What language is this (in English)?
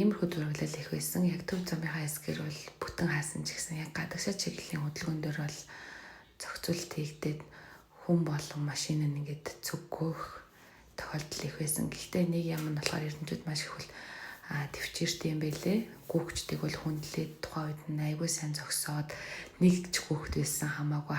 Mongolian